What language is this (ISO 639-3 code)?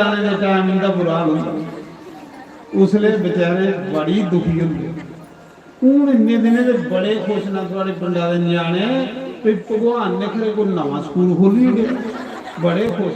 doi